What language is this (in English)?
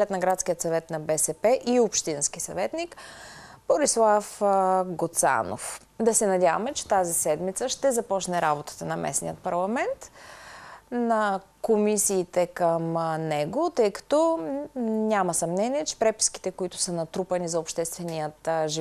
Bulgarian